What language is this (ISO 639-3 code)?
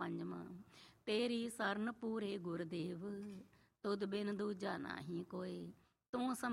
pan